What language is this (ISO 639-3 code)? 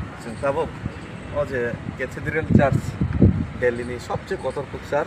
trp